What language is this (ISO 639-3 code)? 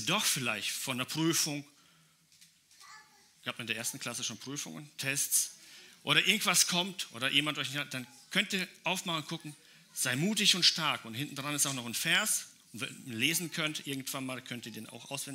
deu